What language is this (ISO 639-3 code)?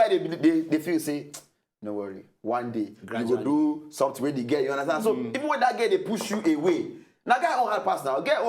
pcm